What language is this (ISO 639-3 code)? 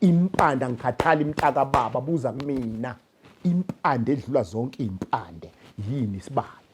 zul